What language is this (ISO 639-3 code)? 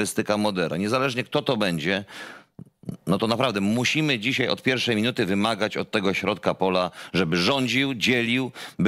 pol